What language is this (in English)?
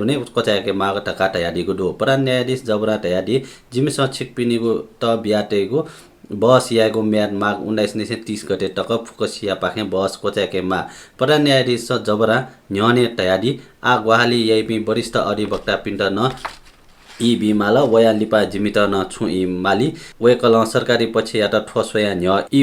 Newari